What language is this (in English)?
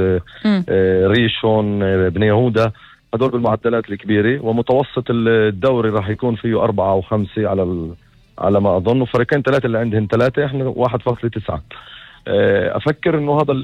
North Levantine Arabic